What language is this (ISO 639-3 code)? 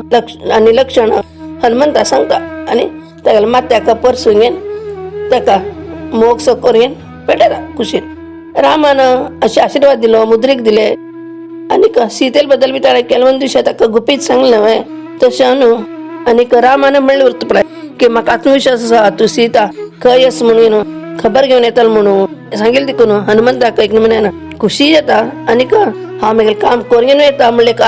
kok